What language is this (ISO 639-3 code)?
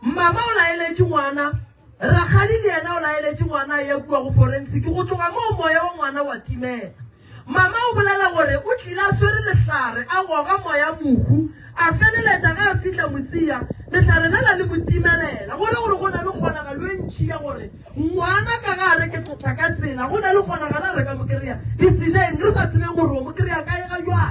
nso